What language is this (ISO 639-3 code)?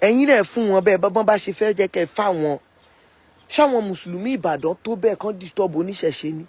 yor